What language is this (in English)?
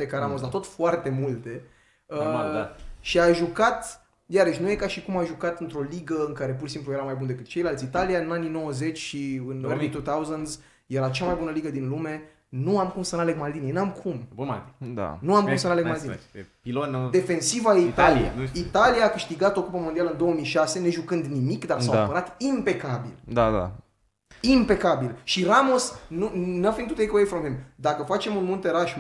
Romanian